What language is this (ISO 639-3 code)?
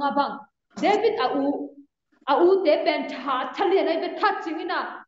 ctd